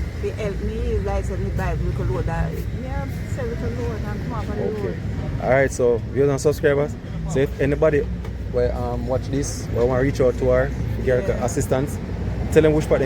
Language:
Jamaican Creole English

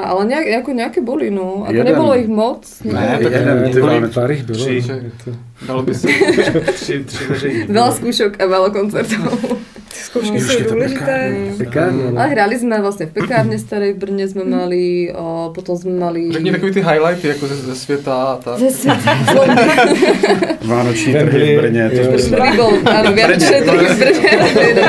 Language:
Czech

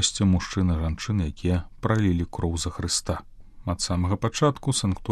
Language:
Belarusian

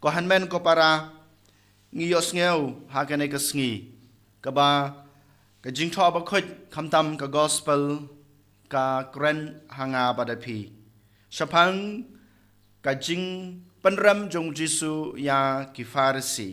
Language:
Khasi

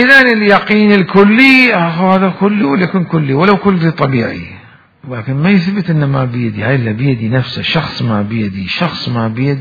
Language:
Mesopotamian Arabic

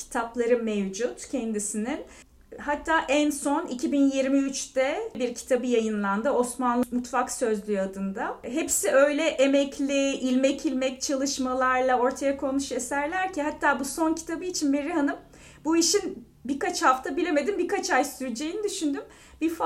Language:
Turkish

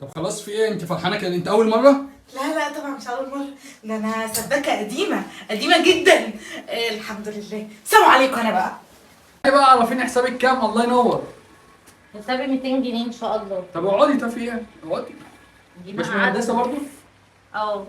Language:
Egyptian Arabic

